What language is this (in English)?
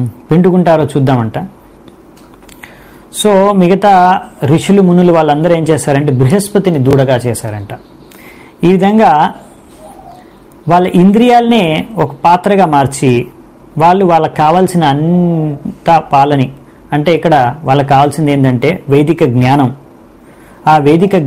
Telugu